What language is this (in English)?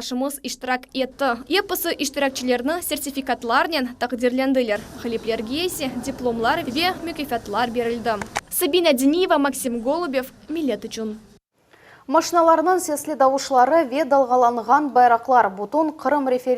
Crimean Tatar